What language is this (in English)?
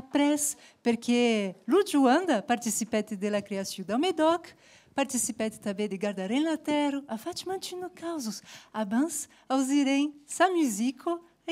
Occitan